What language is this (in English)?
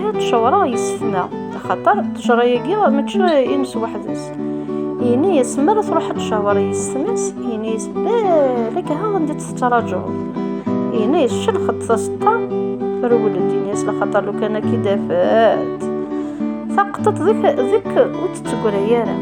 Kabyle